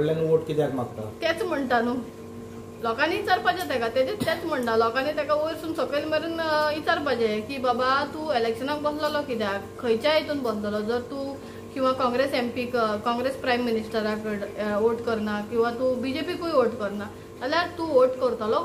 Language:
Konkani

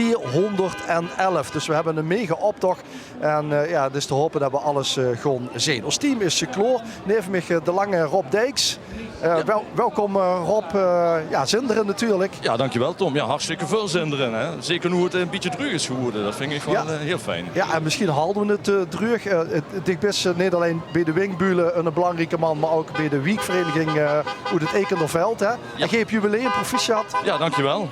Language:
Limburgish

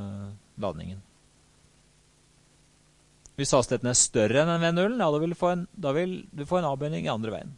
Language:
Norwegian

